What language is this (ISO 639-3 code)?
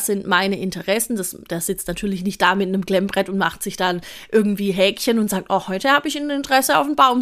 deu